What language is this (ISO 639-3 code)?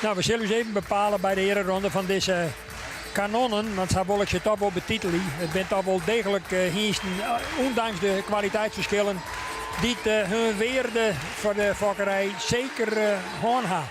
fry